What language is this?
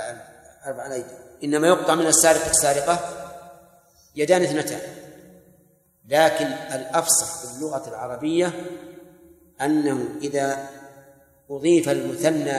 Arabic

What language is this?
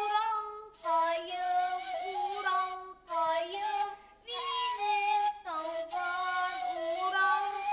Bashkir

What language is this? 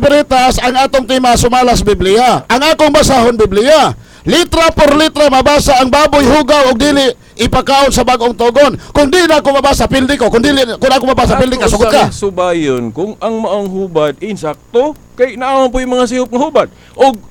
Cebuano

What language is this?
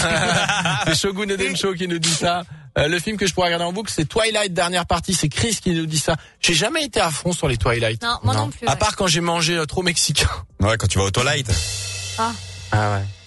French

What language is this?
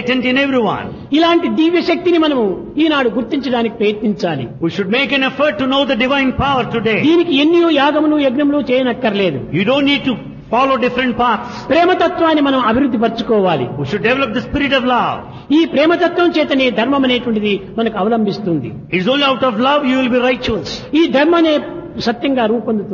Telugu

